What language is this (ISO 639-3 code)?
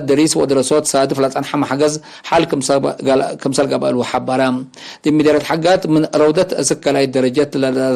tig